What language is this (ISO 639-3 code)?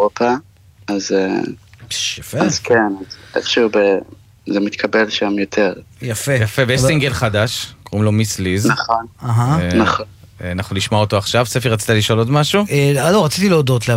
heb